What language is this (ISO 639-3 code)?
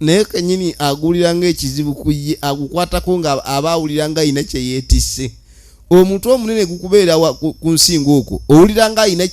lug